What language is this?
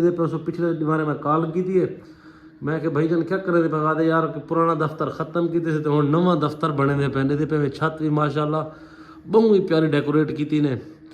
Saraiki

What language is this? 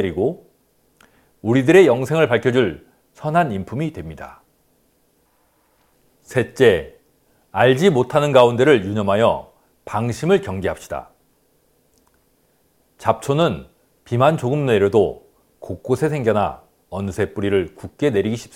Korean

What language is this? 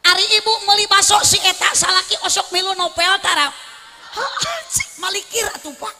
Sundanese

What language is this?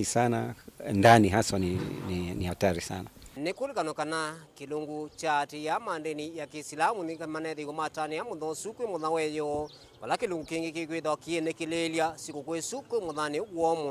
Kamba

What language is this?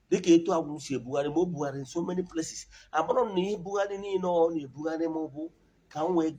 Igbo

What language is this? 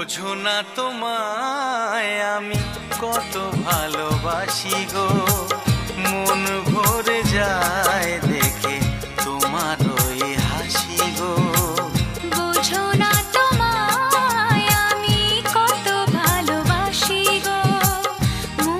Bangla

